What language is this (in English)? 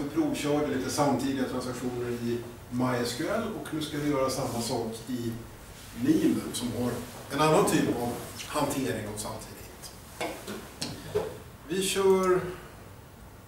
Swedish